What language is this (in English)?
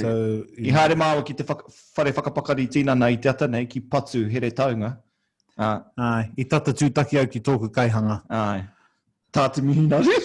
Māori